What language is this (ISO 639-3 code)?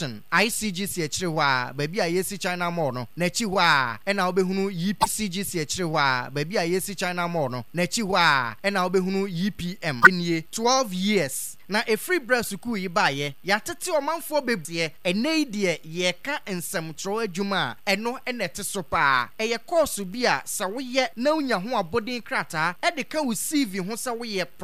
aka